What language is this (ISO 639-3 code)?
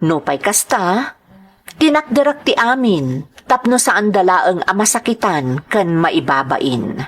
ilo